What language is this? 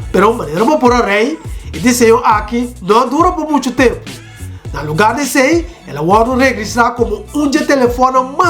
Papiamento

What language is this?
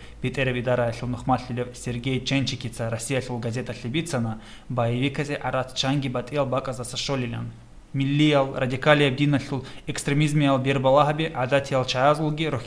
Avaric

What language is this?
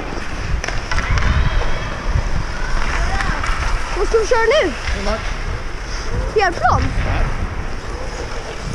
Swedish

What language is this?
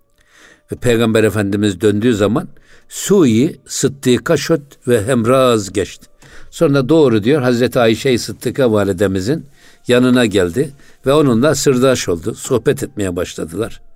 Turkish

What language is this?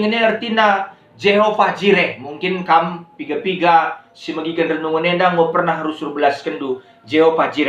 Batak Karo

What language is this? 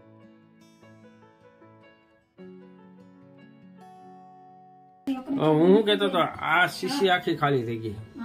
Gujarati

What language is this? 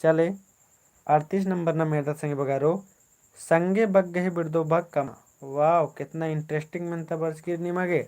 Kurukh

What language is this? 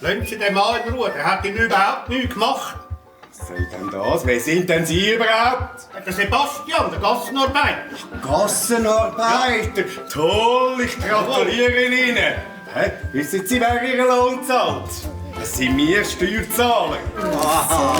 Swiss German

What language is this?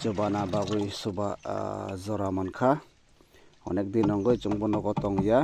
Kok Borok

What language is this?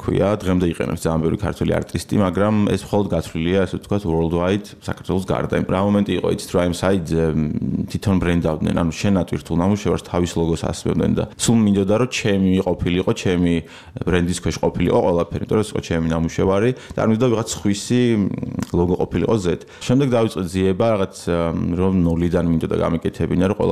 Georgian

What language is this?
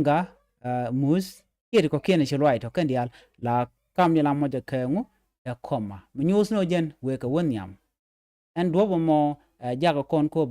Nuer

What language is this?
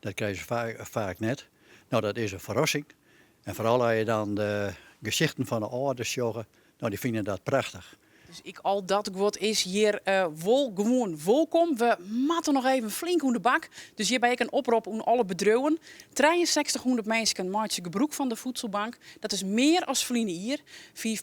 Western Frisian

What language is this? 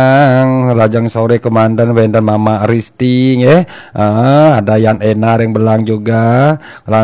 Balinese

